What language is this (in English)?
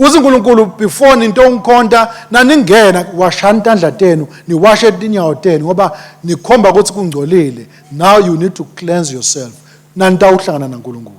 Swati